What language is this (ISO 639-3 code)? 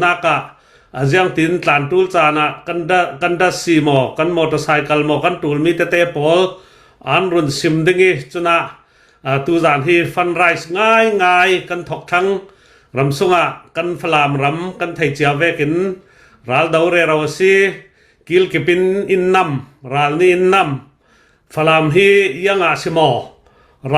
cnh